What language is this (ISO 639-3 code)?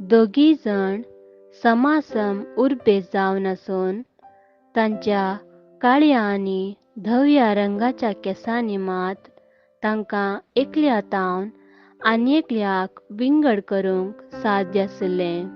kok